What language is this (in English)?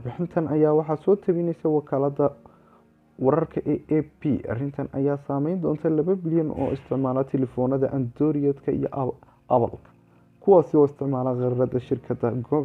Somali